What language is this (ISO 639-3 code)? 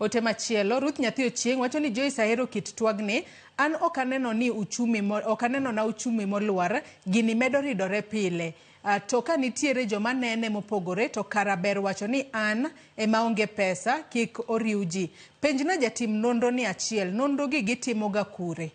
luo